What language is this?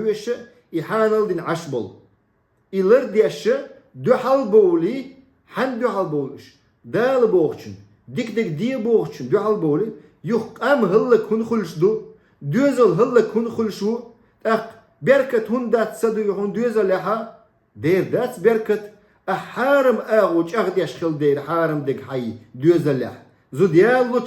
Chechen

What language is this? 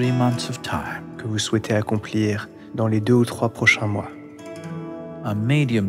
French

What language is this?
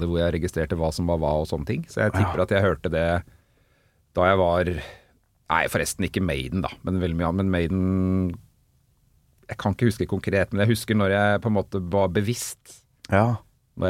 Norwegian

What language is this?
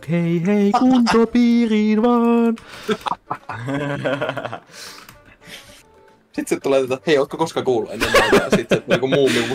Finnish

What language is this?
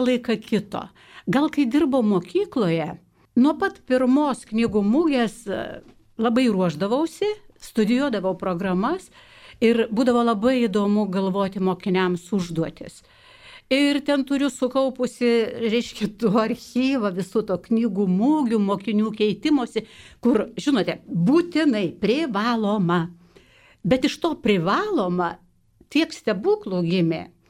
Lithuanian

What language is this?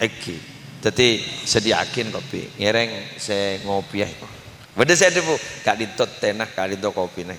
Madurese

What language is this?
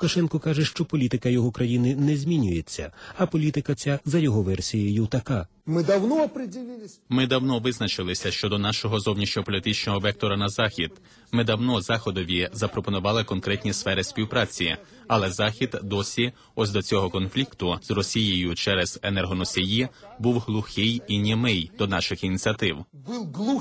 Ukrainian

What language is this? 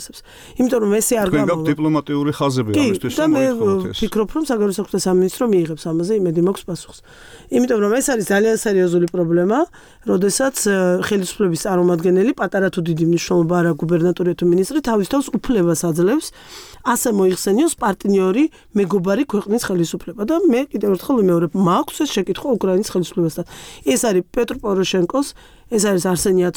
Georgian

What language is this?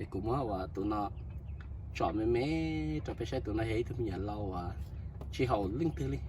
Hmong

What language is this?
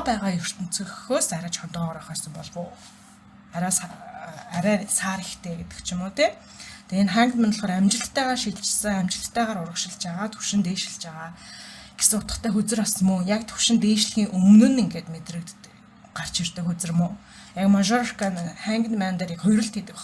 Mongolian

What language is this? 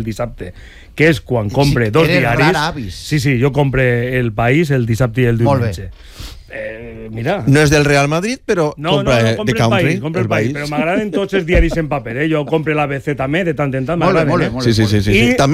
Catalan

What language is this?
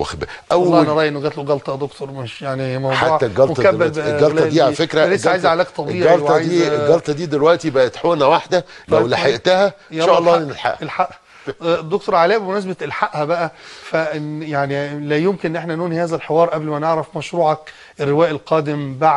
Egyptian Arabic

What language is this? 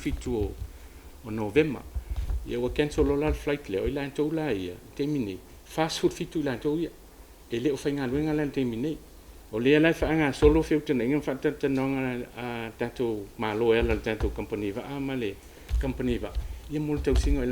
Samoan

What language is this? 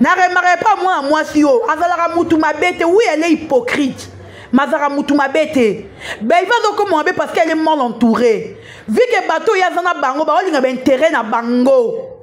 Lingala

